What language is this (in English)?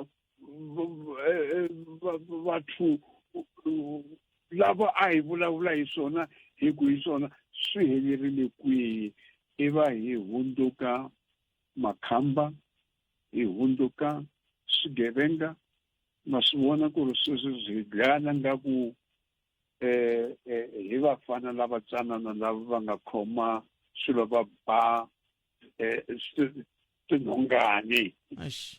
Tsonga